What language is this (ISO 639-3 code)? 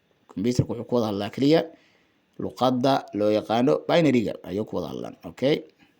som